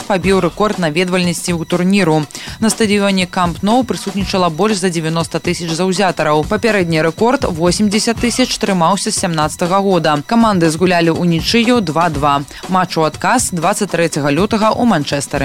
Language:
Belarusian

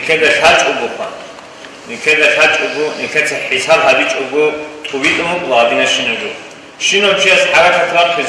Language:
Avaric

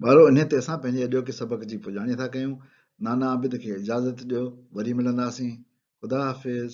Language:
Sindhi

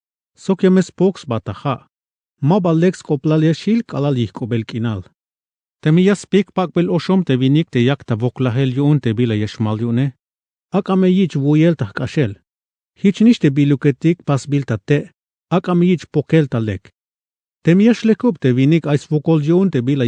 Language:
Tzeltal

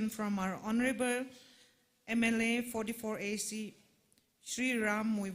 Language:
Tangkhul Naga (India)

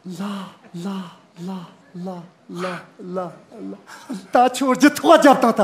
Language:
Tibetan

